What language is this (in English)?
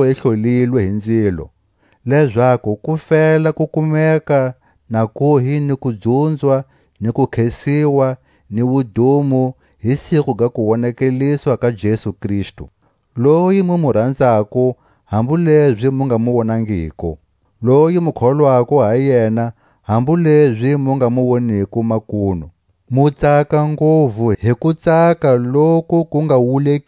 Tswa